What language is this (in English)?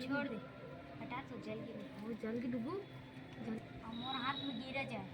Chhattisgarhi